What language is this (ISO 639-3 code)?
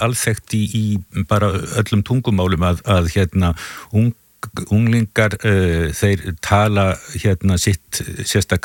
isl